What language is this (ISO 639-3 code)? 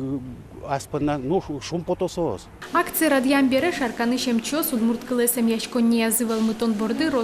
udm